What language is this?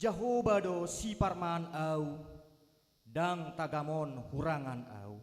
Batak Toba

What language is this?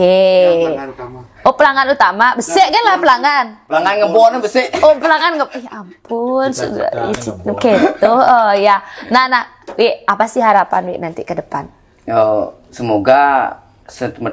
Balinese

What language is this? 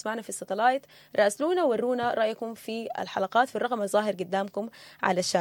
Sudanese Arabic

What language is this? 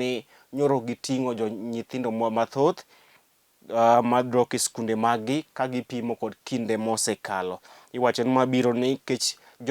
Luo (Kenya and Tanzania)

